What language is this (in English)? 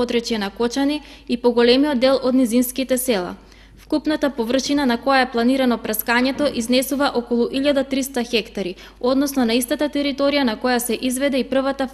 Macedonian